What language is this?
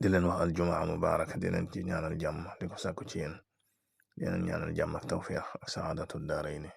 Wolof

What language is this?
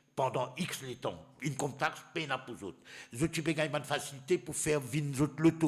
Morisyen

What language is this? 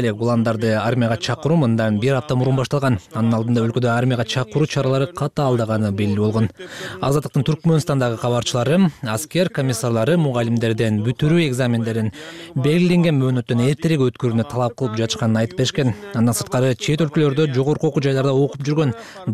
Kyrgyz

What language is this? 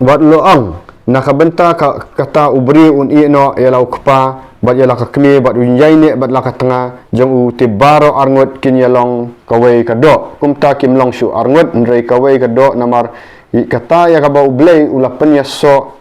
Khasi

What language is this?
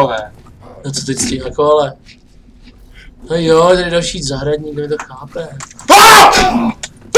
Czech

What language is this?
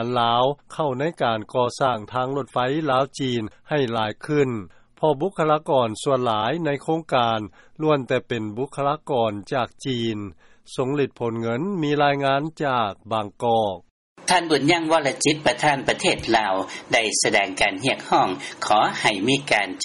Lao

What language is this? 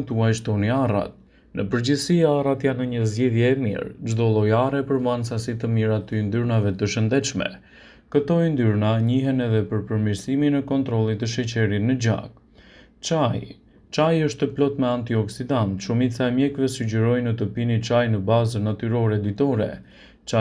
Albanian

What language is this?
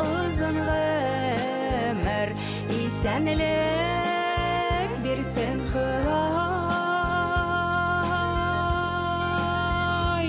Bashkir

